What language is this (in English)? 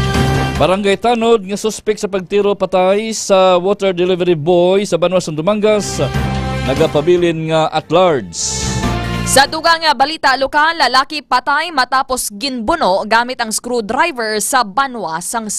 Hiligaynon